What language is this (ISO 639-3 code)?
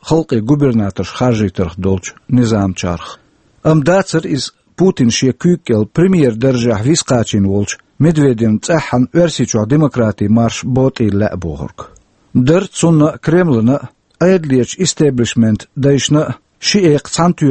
che